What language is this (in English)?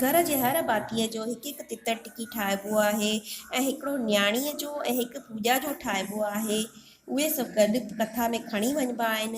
Sindhi